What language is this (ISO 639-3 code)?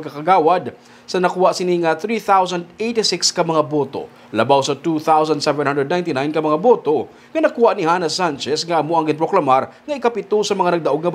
hil